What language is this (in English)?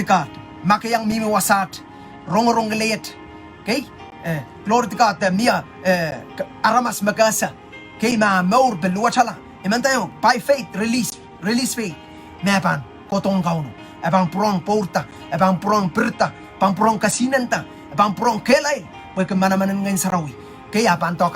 Pohnpeian